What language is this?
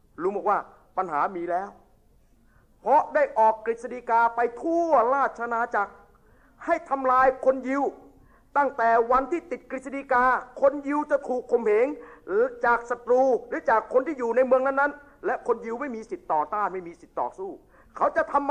Thai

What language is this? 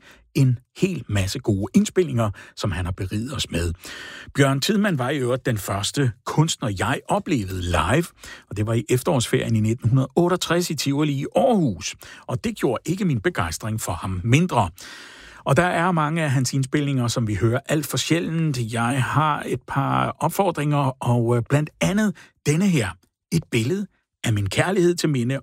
Danish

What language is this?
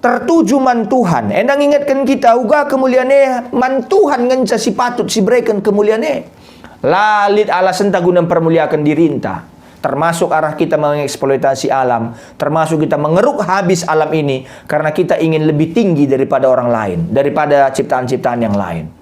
Batak Karo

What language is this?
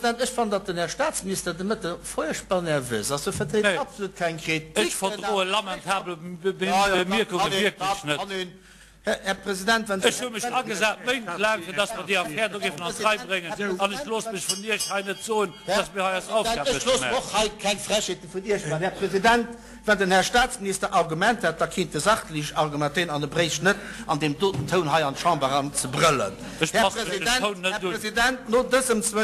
Luxembourgish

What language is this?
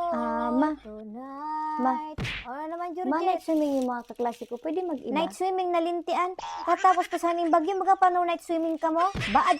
Bikol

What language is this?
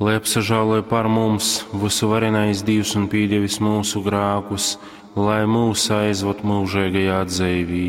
Latgalian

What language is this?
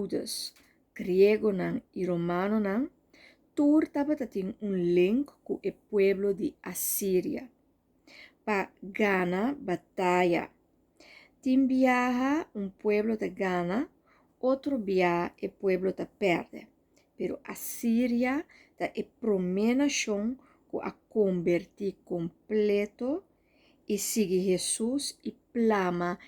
Papiamento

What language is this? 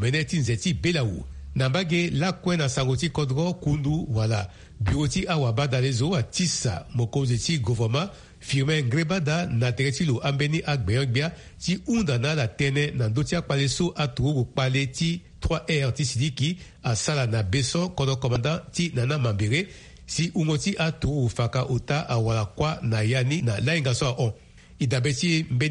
Sango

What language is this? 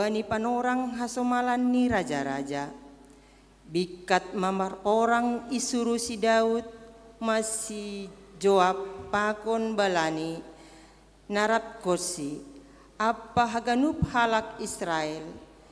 Batak Simalungun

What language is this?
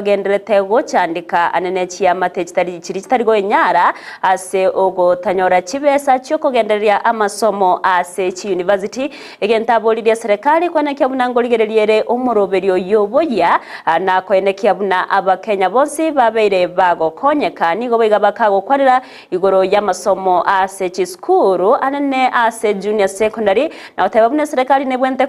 Gusii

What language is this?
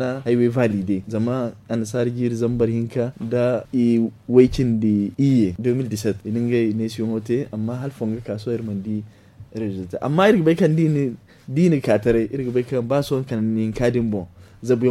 Zarma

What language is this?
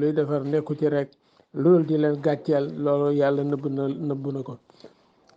Wolof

